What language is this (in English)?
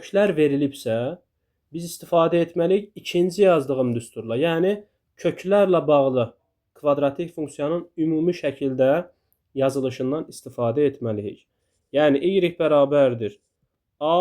Azerbaijani